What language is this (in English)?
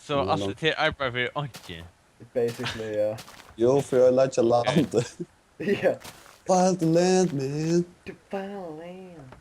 Faroese